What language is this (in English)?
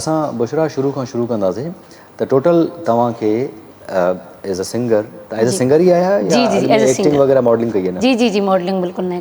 Sindhi